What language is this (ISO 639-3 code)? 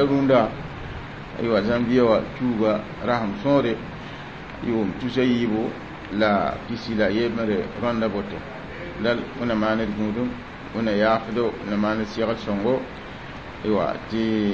mos